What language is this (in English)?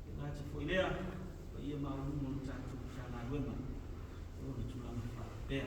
Samoan